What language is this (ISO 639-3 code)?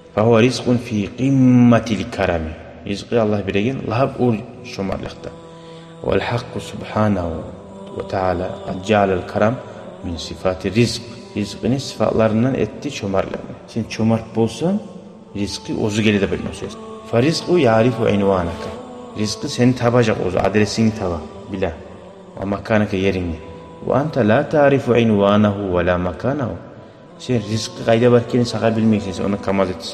kum